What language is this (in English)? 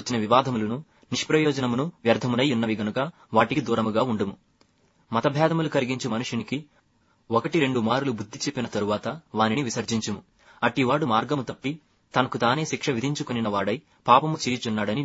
Telugu